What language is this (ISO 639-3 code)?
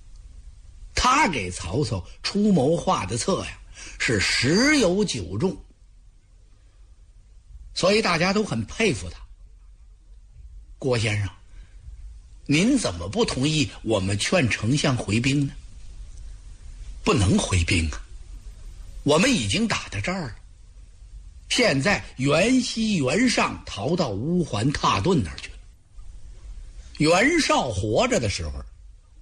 zho